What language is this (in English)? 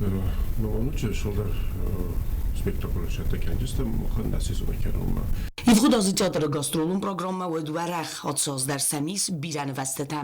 Ossetic